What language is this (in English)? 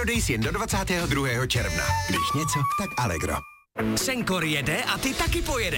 Czech